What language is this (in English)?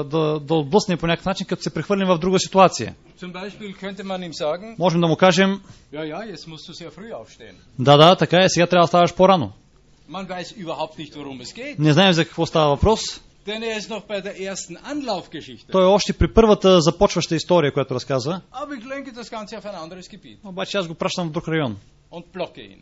Bulgarian